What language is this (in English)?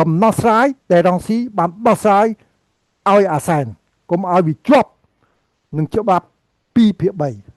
Khmer